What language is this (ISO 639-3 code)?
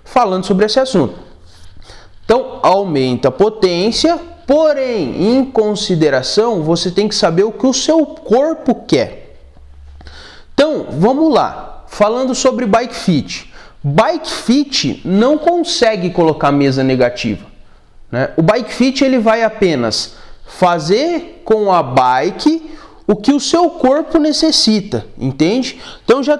por